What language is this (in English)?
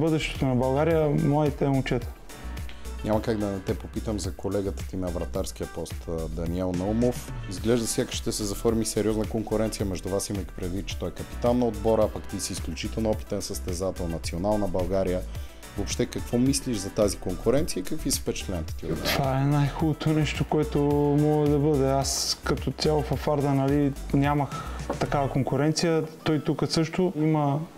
Bulgarian